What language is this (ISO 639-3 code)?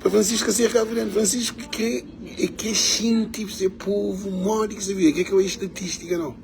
kea